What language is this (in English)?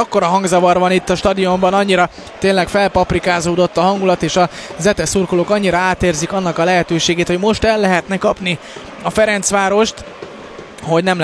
Hungarian